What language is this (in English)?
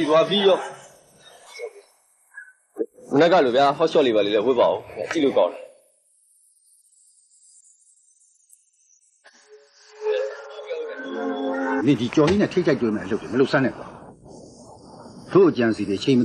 Burmese